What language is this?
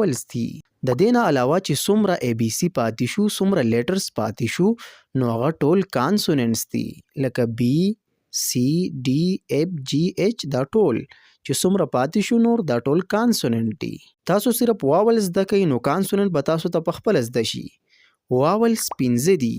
Pashto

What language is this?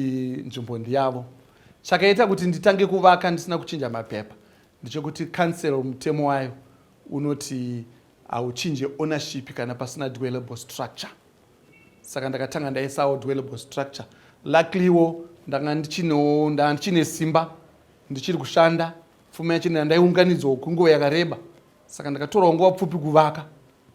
Shona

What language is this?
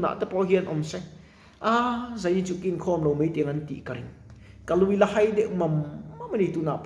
Mizo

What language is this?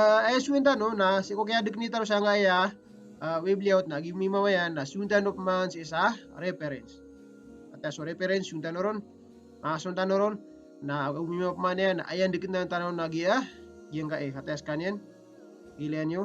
Maranao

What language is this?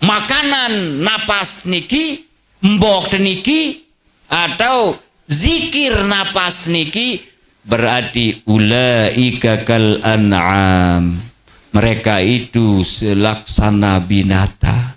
Sasak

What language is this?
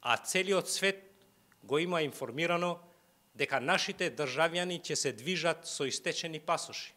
Macedonian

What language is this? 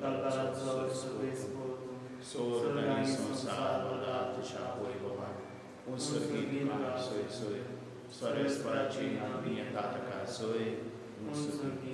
Konkani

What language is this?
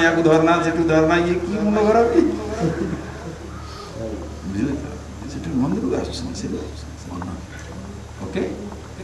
Odia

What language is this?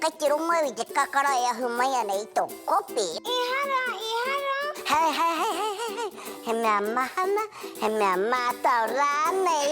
Māori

